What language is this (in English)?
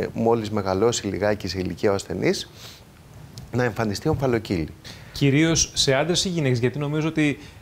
Greek